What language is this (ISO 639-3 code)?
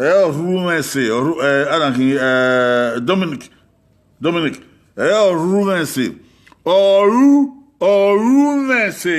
bin